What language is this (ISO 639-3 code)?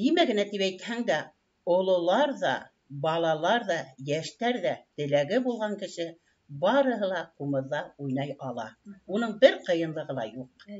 bak